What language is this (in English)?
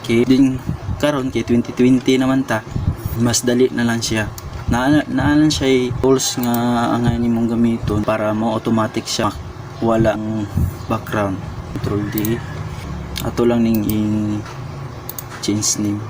Cebuano